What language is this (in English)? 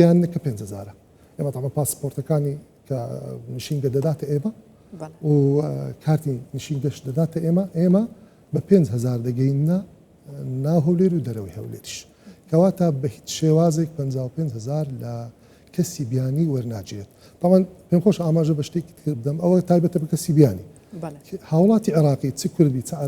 Central Kurdish